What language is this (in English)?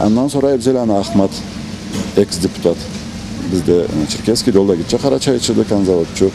Karachay-Balkar